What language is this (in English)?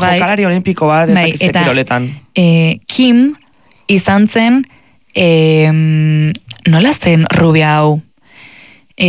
Basque